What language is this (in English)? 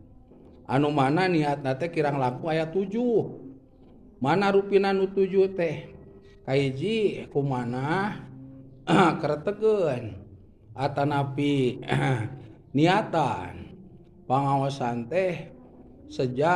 Sundanese